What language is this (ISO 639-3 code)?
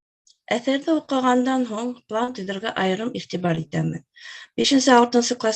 bak